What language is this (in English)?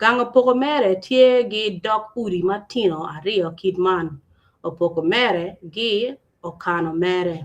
Acoli